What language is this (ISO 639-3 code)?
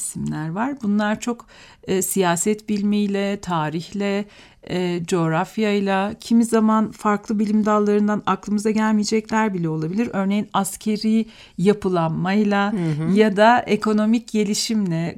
tur